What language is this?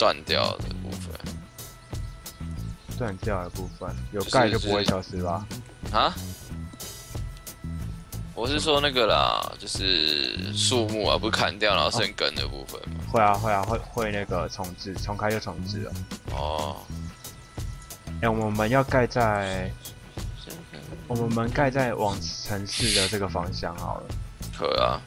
Chinese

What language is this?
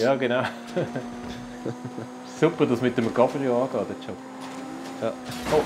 Swiss German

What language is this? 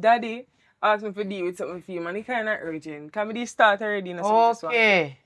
Jamaican Creole English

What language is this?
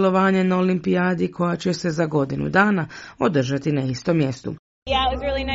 Croatian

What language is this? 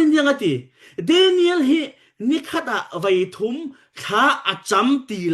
Falam Chin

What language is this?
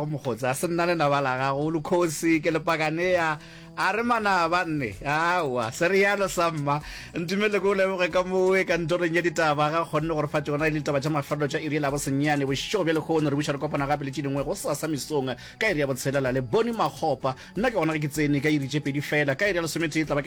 Northern Sotho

